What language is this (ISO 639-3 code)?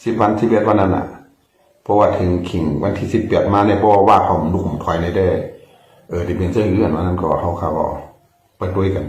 shn